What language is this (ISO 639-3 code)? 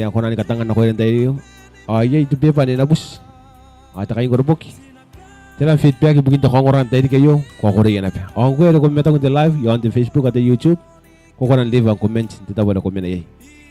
gil